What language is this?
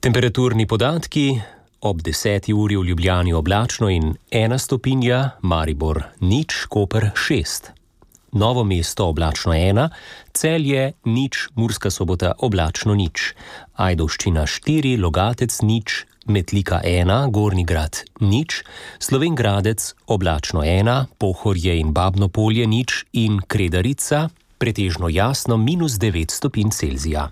Slovenian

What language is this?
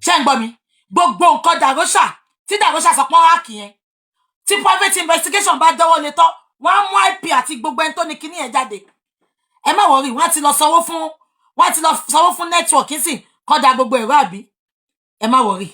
Yoruba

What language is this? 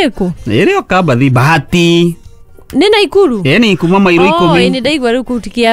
Kikuyu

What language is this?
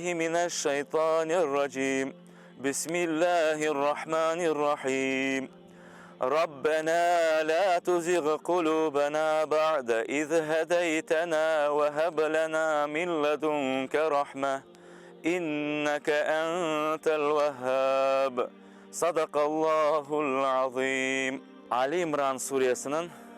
Crimean Tatar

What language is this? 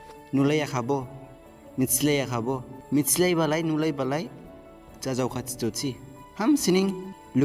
Dimasa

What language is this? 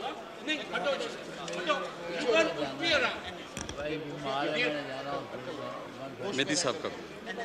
Hindi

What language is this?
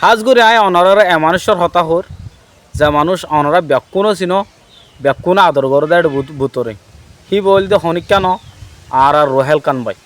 Rohingya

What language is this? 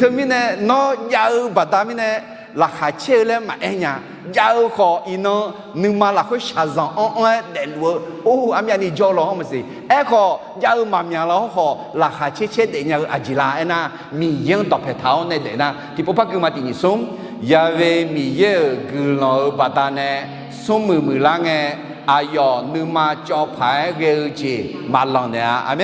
Akha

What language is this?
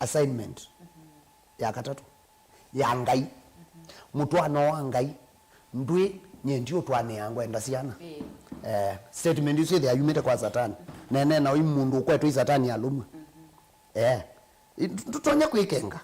Kamba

